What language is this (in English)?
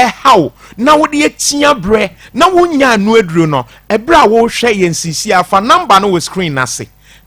Akan